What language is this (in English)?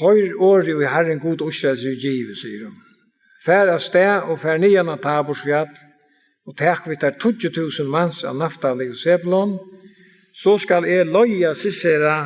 Faroese